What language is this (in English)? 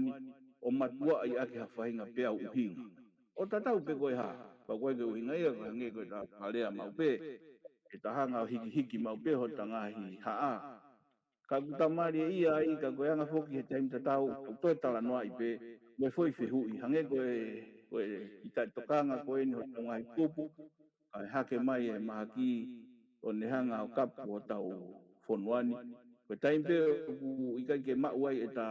Tongan